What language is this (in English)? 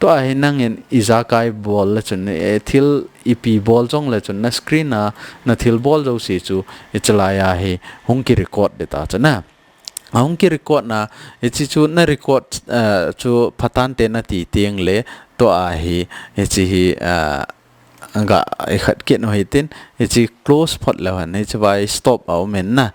Thado Chin